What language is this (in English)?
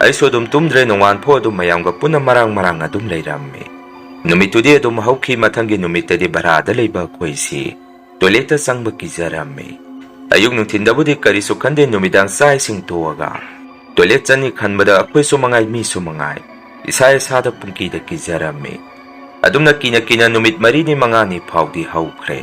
Manipuri